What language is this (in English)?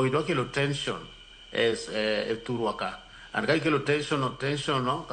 Luo (Kenya and Tanzania)